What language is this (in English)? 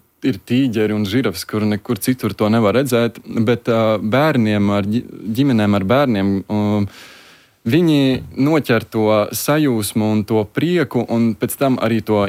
Latvian